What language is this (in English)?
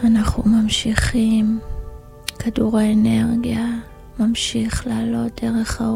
Hebrew